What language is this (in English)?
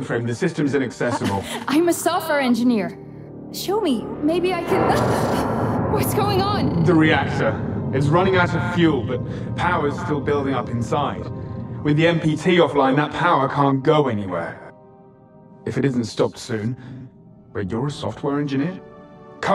English